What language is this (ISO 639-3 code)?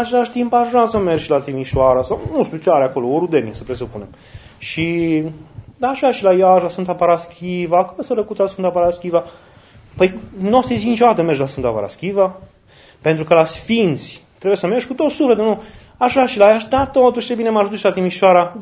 ron